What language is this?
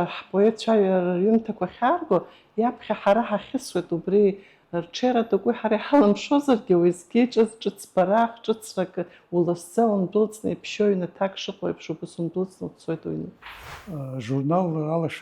Abkhazian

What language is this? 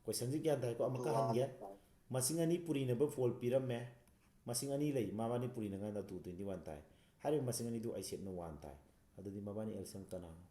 Manipuri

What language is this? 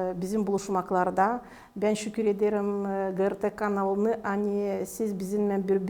Gagauz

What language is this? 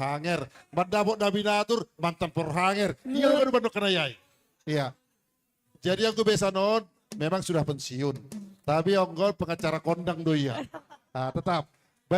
Batak Simalungun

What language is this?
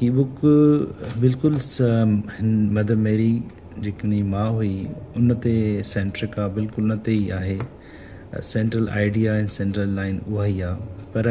Sindhi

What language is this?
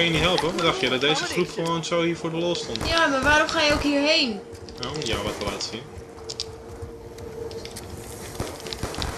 Dutch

